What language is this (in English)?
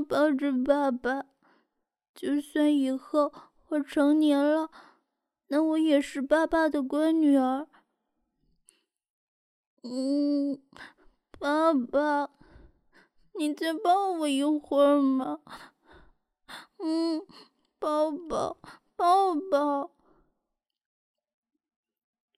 Chinese